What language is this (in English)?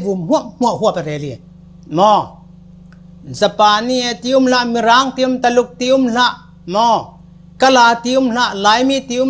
Falam Chin